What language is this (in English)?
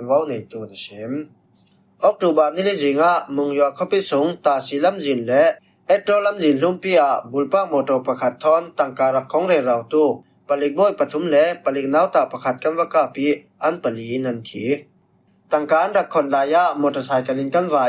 Falam Chin